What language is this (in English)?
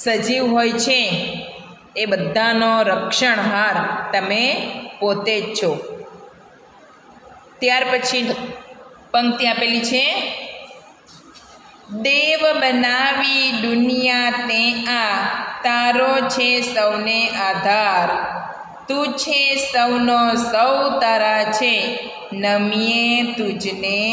Gujarati